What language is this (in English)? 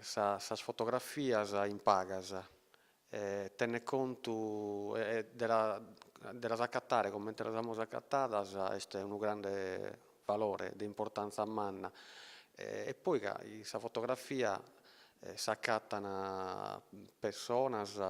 Sardinian